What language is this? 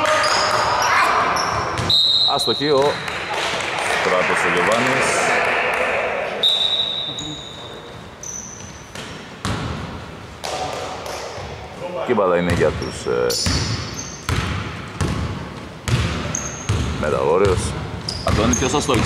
Greek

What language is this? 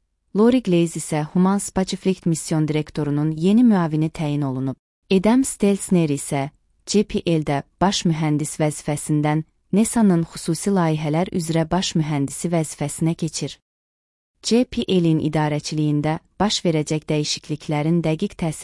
Azerbaijani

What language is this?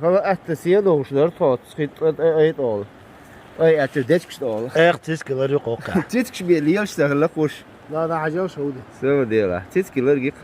Chechen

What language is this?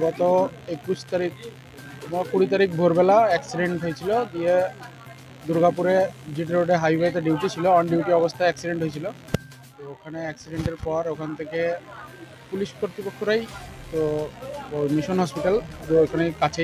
Bangla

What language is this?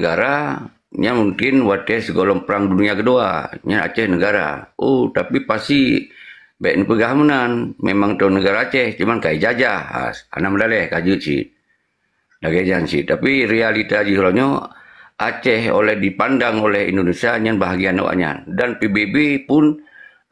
Achinese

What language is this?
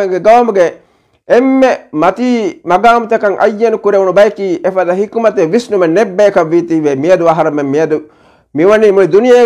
Divehi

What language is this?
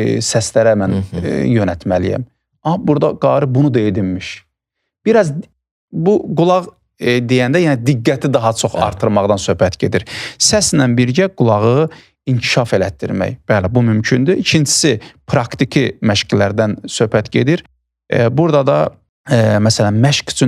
Azerbaijani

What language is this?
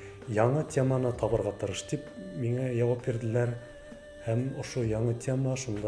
Bashkir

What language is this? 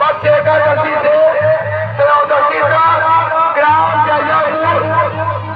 Chhattisgarhi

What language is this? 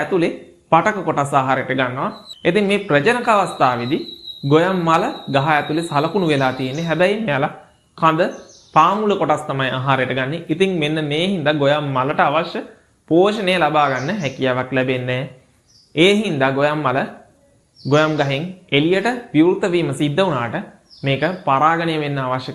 Sinhala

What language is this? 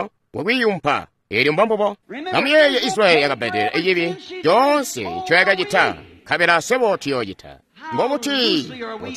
Tonga (Zambia)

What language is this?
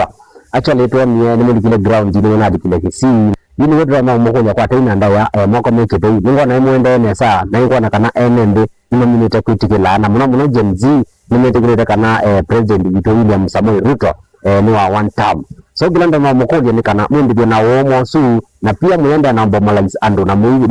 Kamba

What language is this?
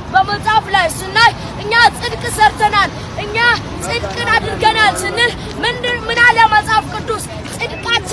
Amharic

